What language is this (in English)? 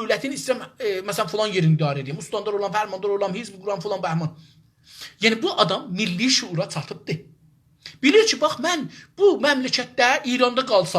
South Azerbaijani